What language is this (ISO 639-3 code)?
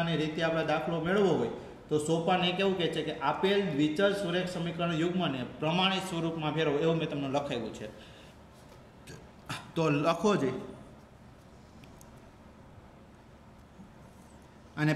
guj